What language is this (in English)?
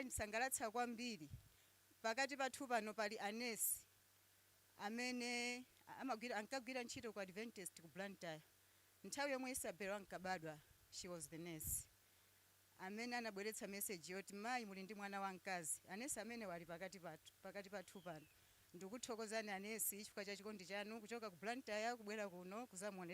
Nyanja